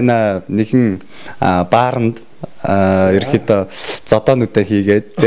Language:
Mongolian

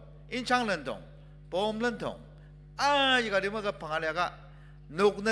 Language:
Ao Naga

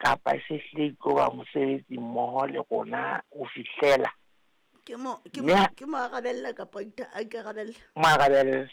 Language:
Southern Sotho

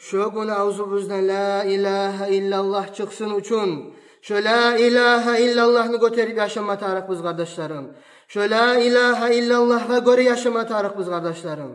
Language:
Kumyk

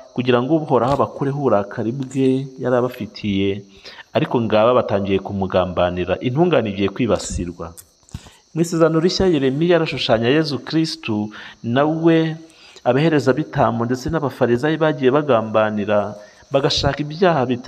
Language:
Kinyarwanda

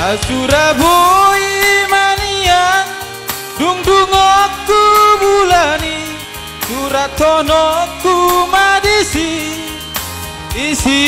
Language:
Batak Toba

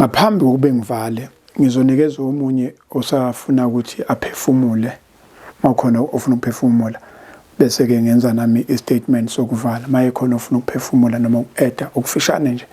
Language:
Zulu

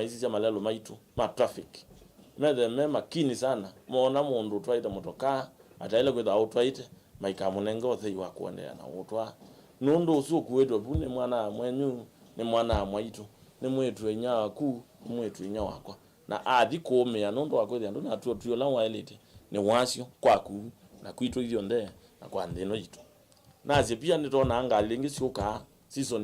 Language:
Kamba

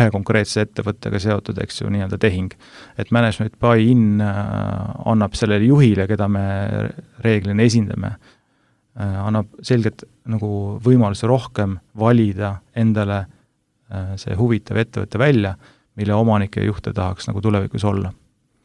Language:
Estonian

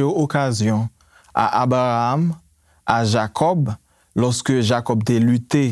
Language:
Haitian Creole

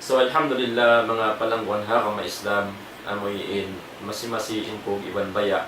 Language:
Tausug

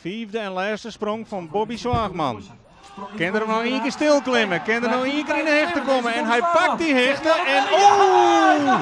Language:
Western Frisian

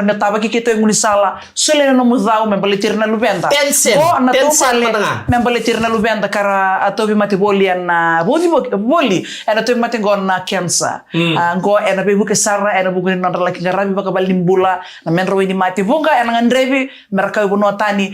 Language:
Fijian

